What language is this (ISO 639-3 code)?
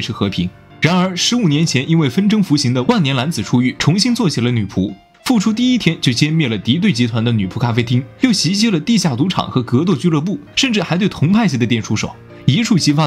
zho